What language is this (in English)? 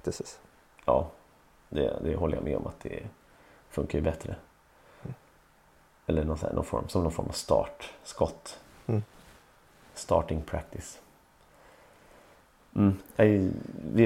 Swedish